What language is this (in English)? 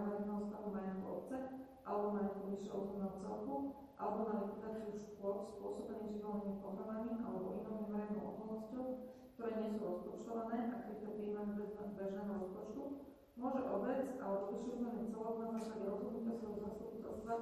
Slovak